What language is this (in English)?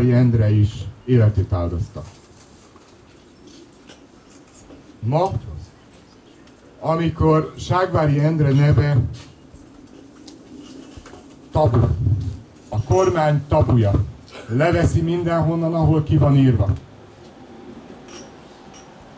Hungarian